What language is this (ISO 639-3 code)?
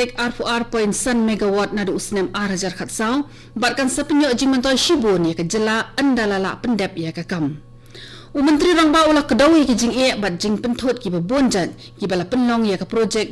kha